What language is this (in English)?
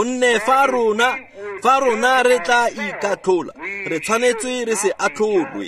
Tswana